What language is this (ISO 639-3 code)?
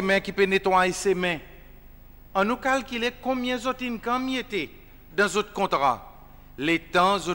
crs